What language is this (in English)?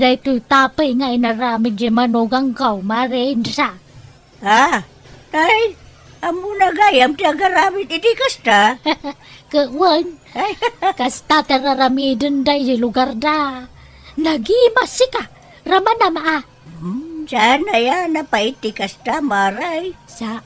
Iloko